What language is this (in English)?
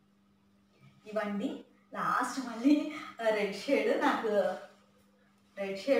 Telugu